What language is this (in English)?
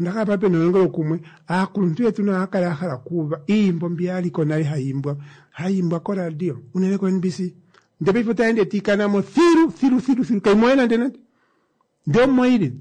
Kuanyama